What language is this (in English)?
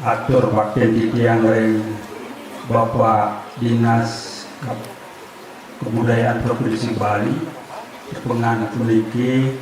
Balinese